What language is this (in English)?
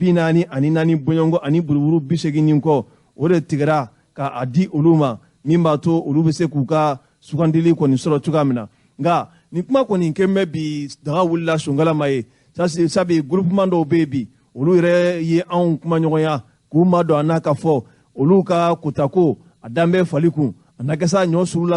Bambara